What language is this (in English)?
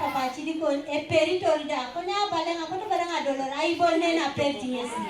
Teso